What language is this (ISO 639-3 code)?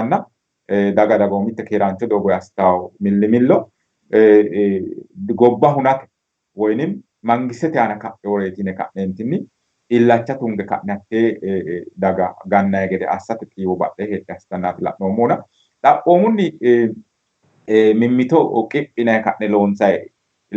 sid